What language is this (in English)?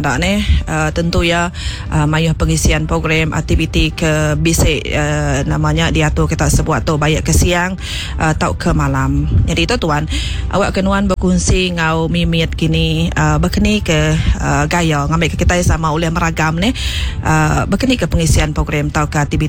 Iban